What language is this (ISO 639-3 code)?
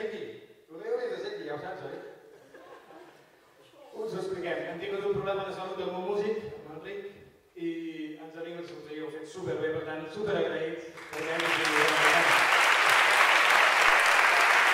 cat